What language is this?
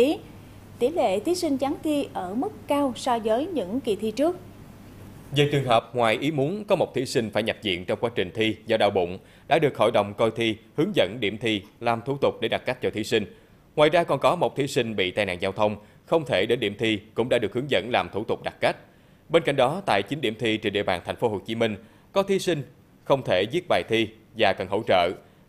Vietnamese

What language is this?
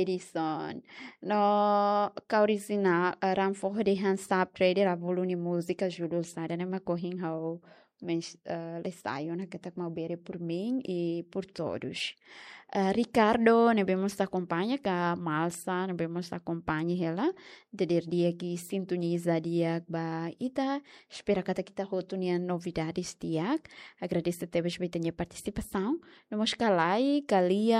Tetum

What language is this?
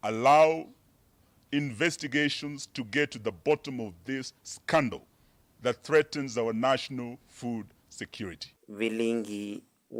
Kamba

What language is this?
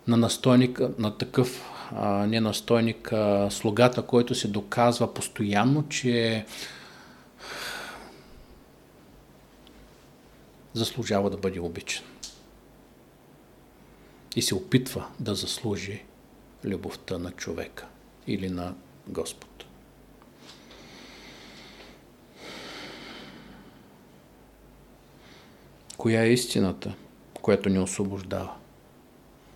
Bulgarian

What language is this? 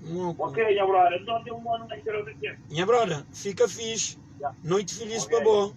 Kabuverdianu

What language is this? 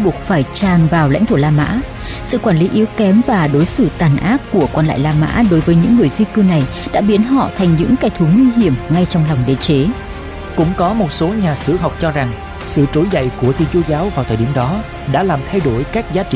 Vietnamese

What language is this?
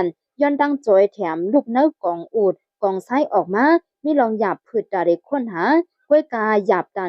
Shan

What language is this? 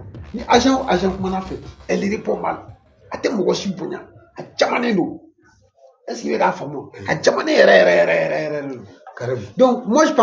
Bambara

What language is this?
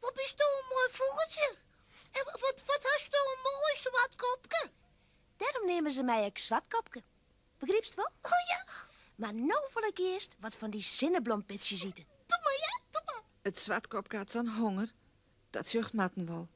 Western Frisian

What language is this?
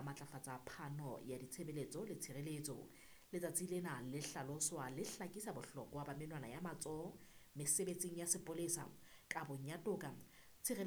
Southern Sotho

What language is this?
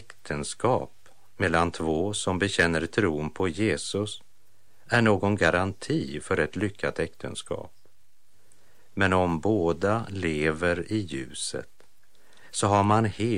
Swedish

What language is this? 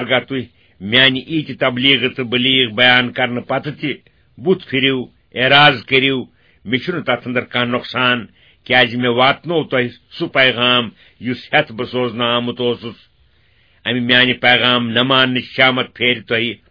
Kashmiri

